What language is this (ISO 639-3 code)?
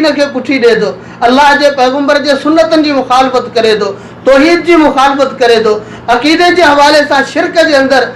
snd